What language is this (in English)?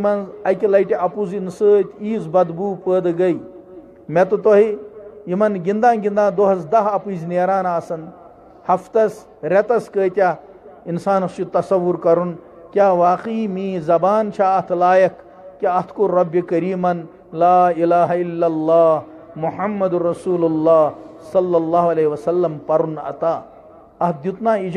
Kashmiri